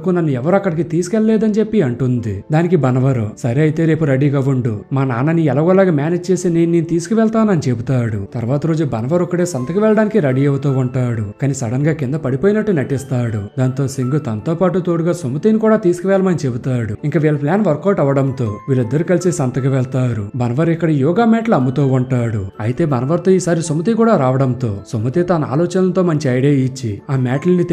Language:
Telugu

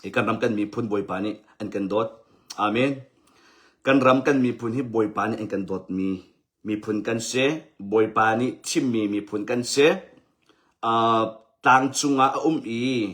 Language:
Hakha Chin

